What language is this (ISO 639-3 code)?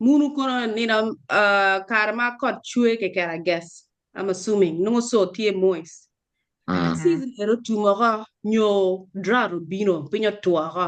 ach